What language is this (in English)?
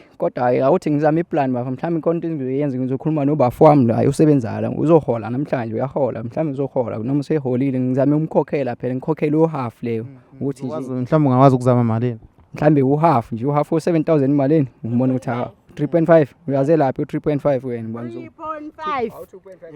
Zulu